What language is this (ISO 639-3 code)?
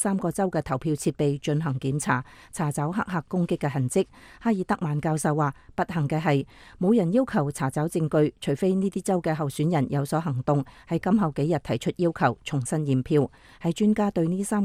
yue